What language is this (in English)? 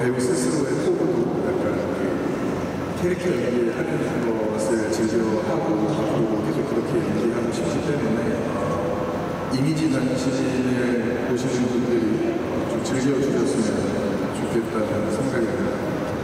Korean